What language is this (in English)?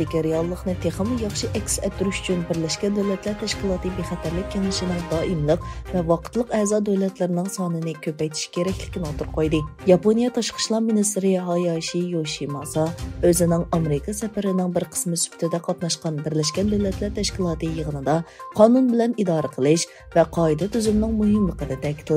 Uyghur